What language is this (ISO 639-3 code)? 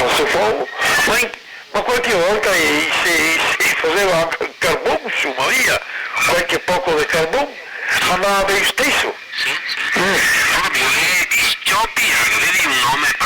vec